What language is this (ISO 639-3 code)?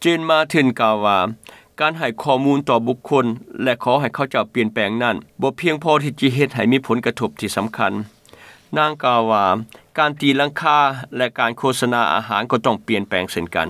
lao